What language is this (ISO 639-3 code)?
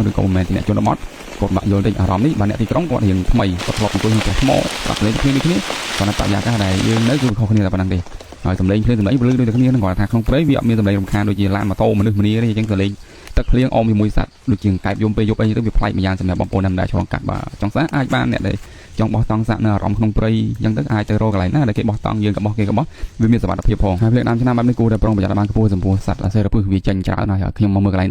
khm